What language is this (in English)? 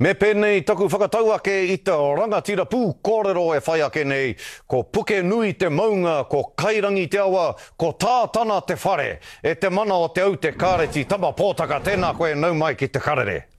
Māori